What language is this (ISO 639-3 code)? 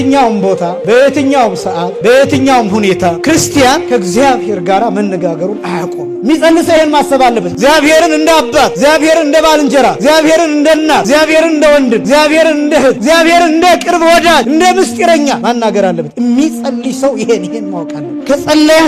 amh